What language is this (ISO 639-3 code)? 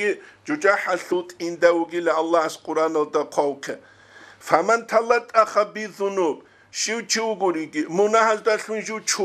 ava